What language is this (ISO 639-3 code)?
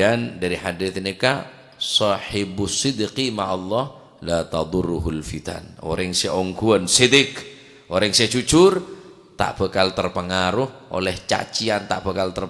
mad